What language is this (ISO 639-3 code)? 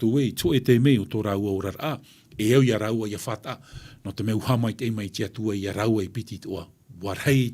tah